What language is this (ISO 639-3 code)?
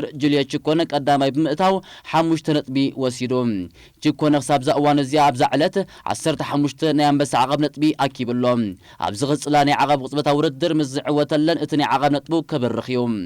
tir